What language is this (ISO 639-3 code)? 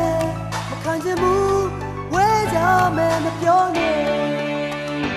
mya